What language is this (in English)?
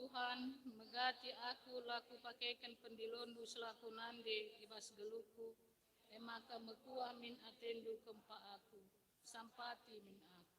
Batak Karo